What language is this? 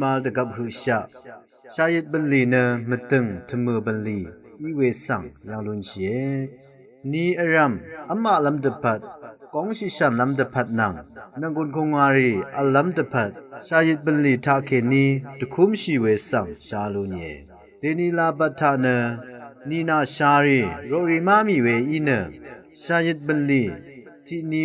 Rawang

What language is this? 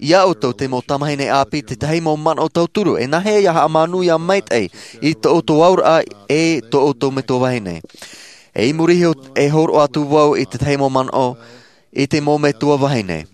Tahitian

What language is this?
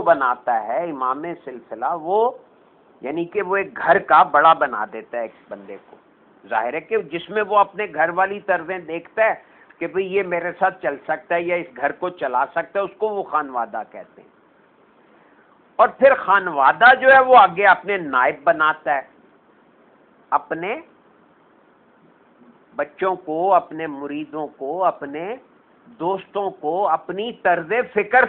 Urdu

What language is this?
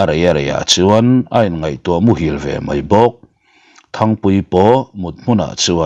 Mizo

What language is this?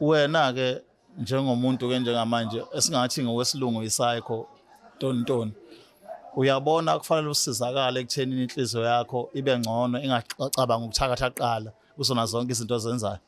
Zulu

